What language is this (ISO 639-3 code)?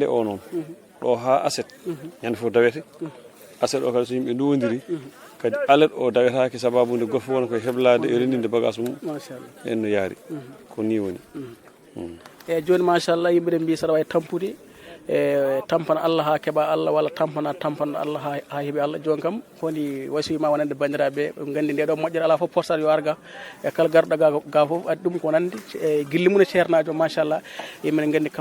ful